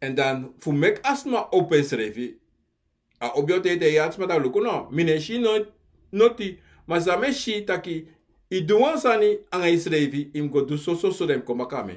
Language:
Sranan Tongo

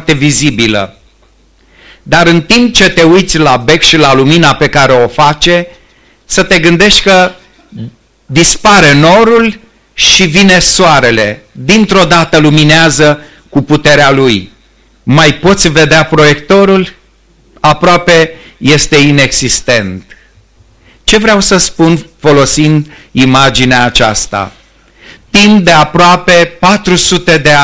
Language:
Romanian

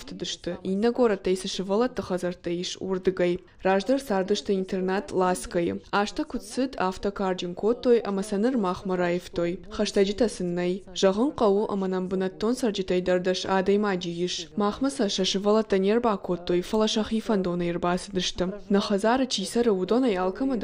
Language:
Ossetic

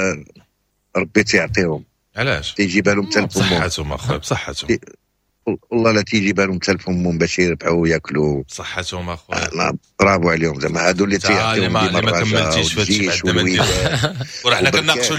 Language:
Moroccan Arabic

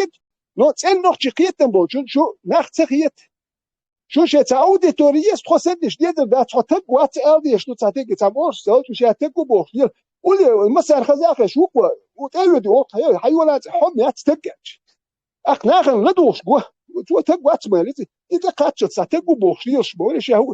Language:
Chechen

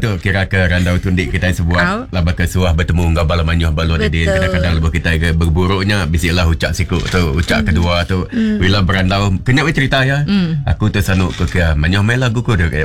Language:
Iban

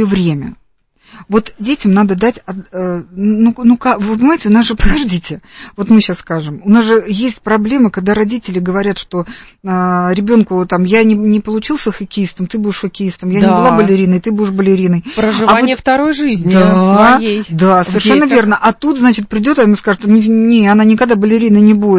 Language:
Russian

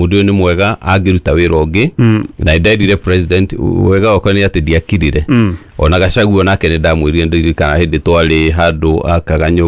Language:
Kikuyu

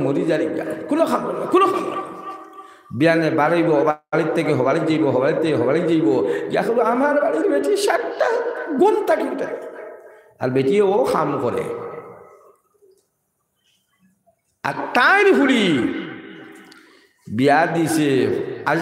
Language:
Sylheti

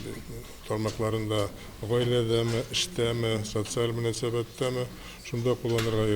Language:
Tatar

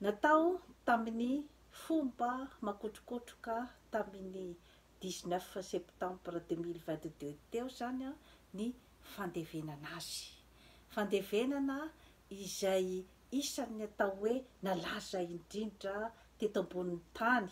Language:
Malagasy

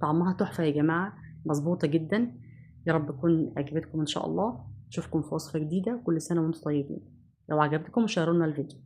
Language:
Egyptian Arabic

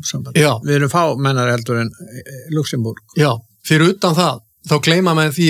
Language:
Icelandic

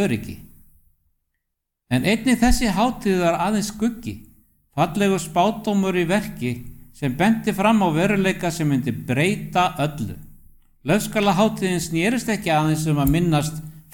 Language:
Icelandic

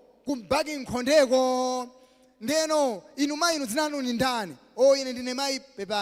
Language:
Nyanja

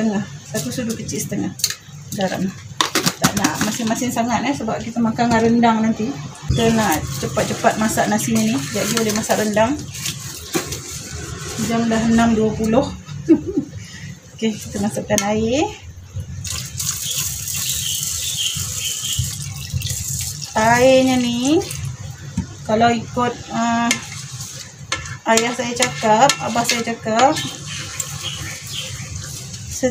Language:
Malay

